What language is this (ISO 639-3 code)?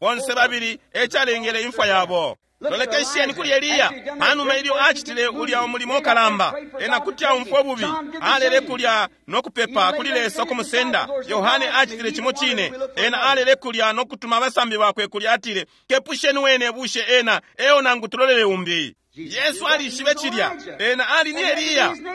bem